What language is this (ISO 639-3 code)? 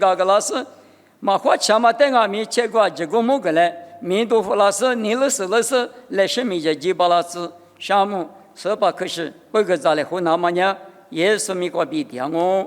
lis